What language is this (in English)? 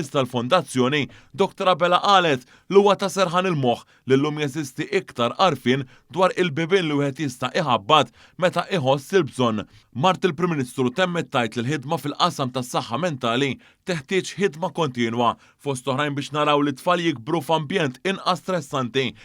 Maltese